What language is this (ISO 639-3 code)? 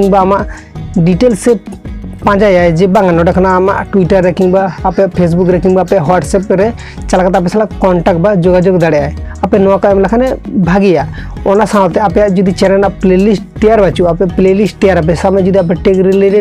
sat